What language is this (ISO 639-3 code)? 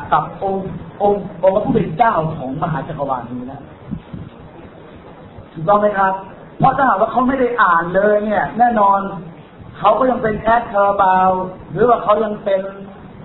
tha